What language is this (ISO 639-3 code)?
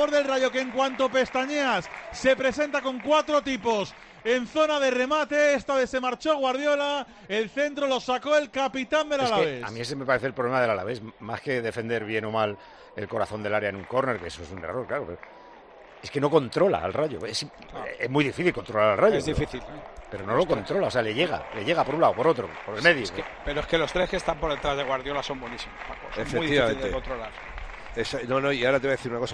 spa